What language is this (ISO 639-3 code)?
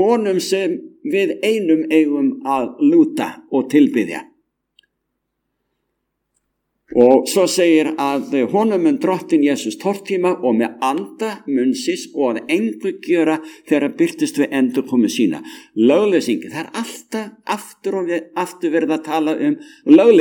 isl